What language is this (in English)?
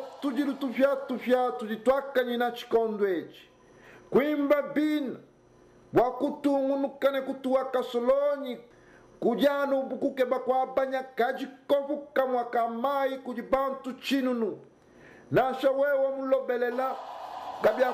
Luba-Lulua